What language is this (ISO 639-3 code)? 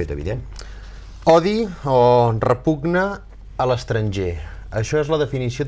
cat